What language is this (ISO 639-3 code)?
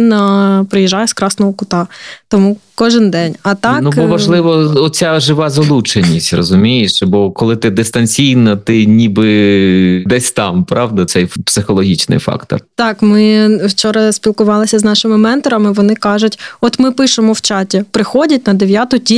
ukr